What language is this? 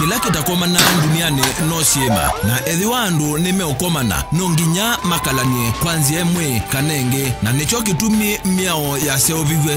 Kamba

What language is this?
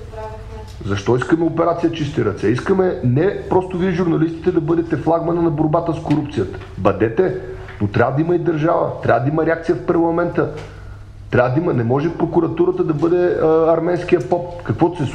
Bulgarian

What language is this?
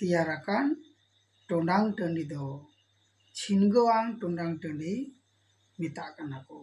Santali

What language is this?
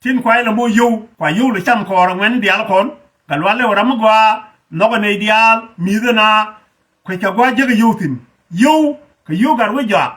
Nuer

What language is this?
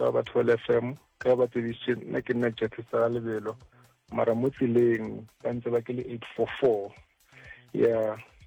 Northern Sotho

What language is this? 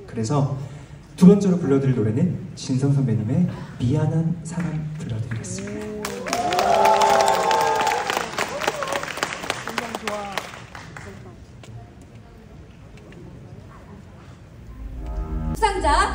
Korean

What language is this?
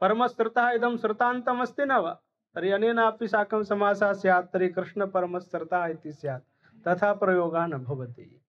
Sanskrit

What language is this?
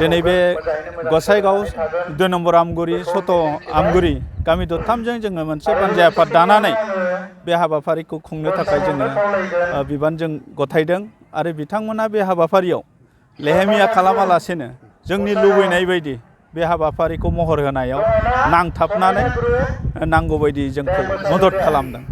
Bodo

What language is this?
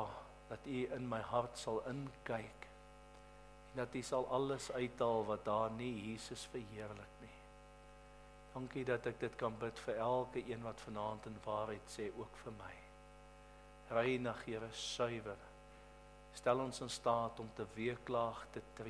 Afrikaans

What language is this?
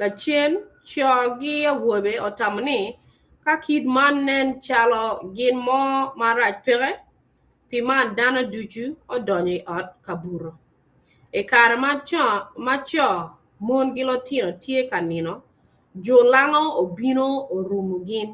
Acoli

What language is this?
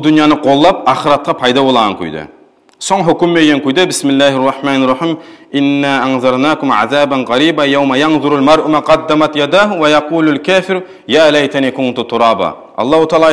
Kumyk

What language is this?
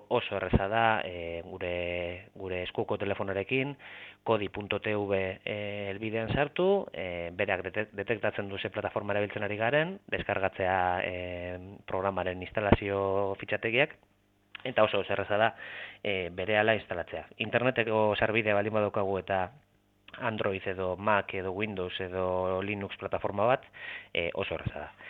Basque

